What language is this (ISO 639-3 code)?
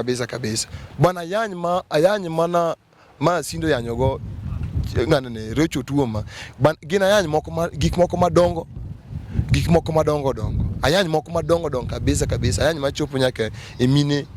luo